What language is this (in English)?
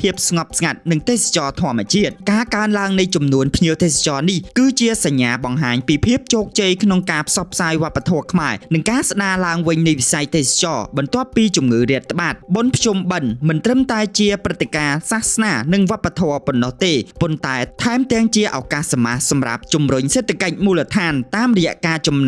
Khmer